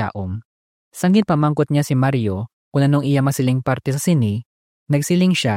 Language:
Hiligaynon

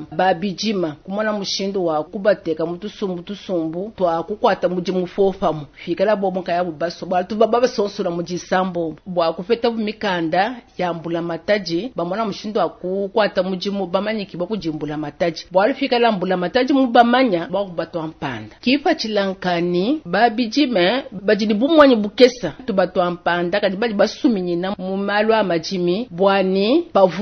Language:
Luba-Lulua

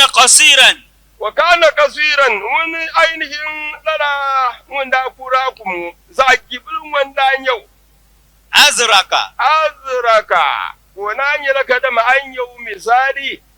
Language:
Dagbani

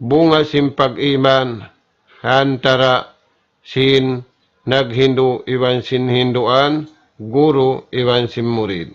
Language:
Tausug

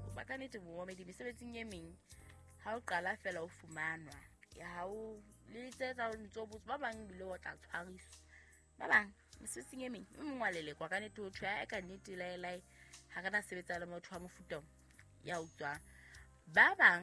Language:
Southern Sotho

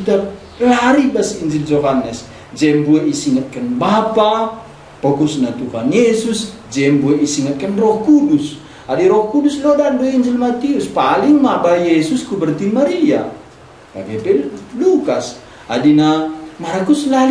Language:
Batak Karo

